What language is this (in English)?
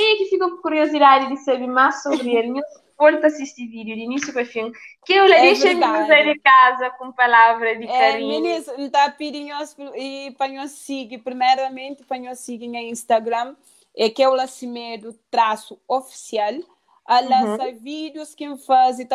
Kabuverdianu